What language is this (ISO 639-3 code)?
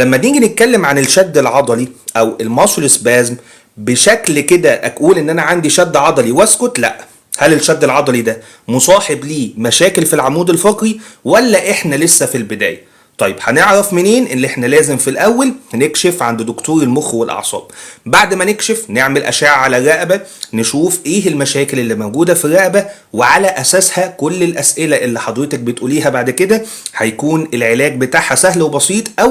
arz